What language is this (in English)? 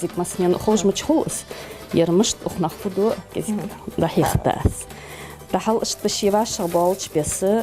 Ingush